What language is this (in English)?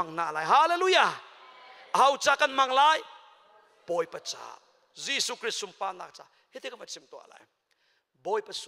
Hakha Chin